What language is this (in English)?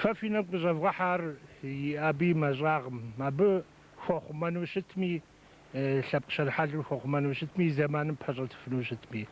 Kabardian